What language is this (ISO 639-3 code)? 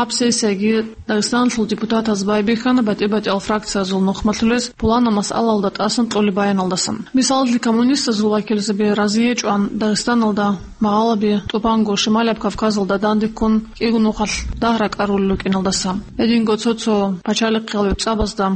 ava